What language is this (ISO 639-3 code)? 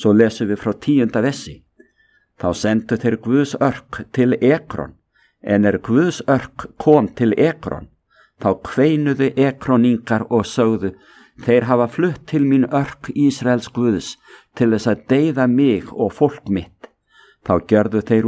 isl